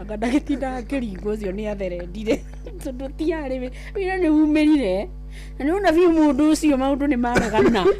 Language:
Kikuyu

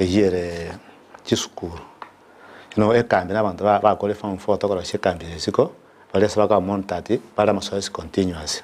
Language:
Gusii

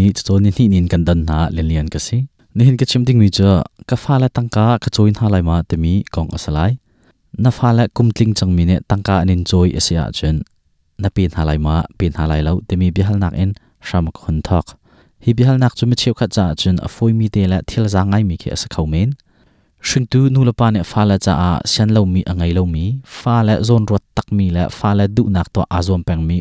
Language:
Hakha Chin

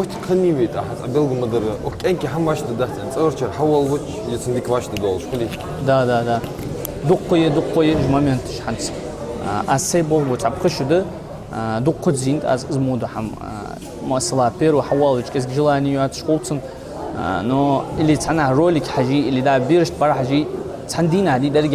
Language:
Ingush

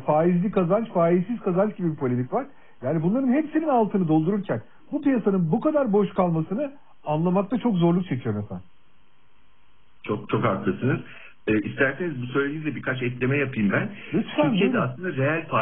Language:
Turkish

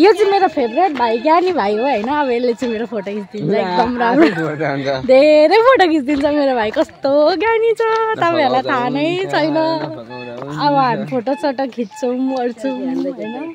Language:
Nepali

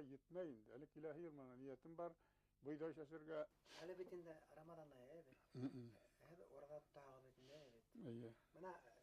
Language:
Bashkir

